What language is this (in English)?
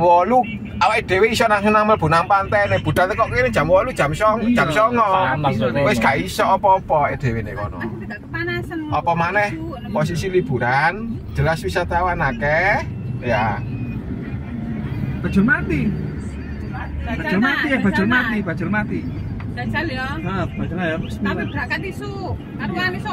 Javanese